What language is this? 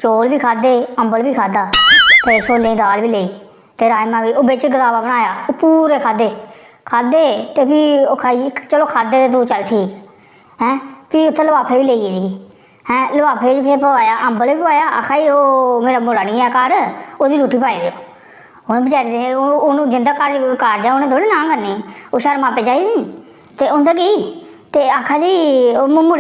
Dogri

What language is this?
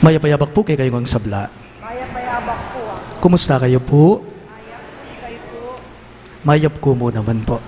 Pampanga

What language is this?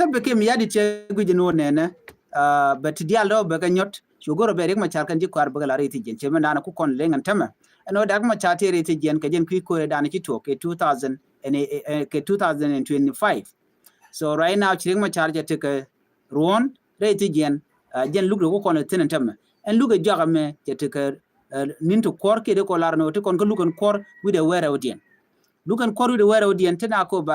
Nuer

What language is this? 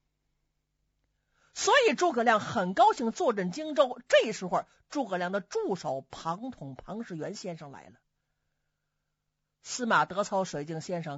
Chinese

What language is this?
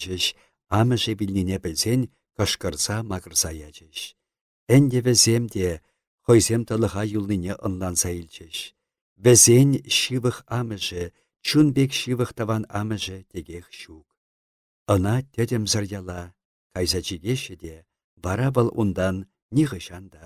Chuvash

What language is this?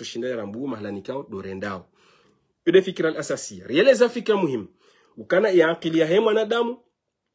Ngazidja Comorian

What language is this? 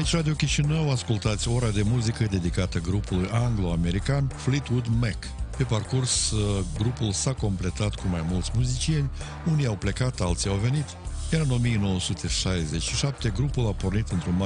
Romanian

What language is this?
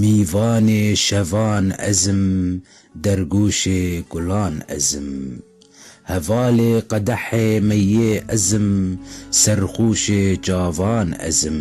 Kurdish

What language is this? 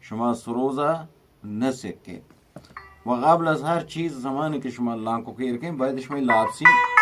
Eastern Balochi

